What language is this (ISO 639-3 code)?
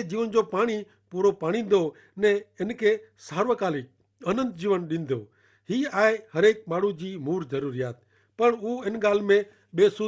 kfr